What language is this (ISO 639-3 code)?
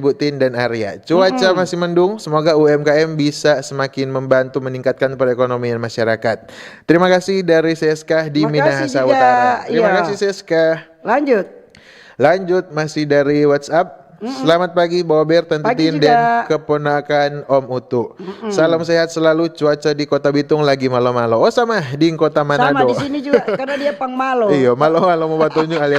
xmm